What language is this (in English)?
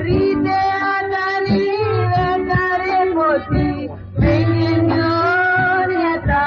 Konkani